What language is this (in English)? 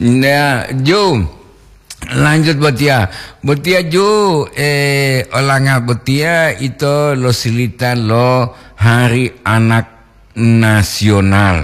Gorontalo